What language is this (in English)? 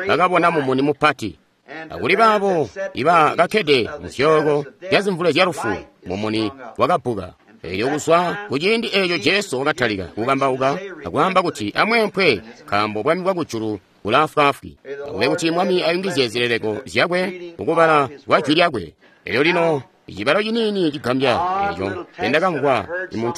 Tonga (Zambia)